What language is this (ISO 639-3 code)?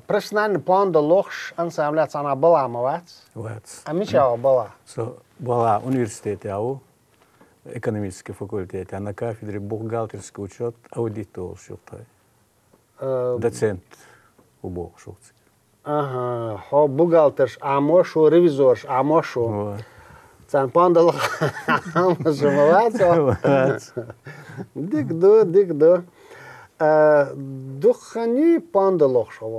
che